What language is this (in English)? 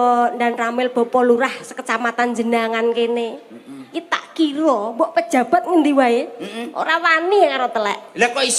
Javanese